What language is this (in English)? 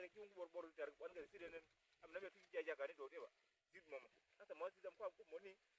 Uduk